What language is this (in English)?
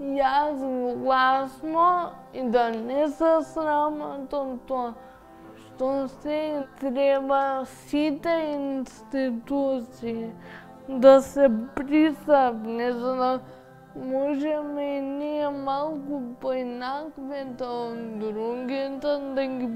Macedonian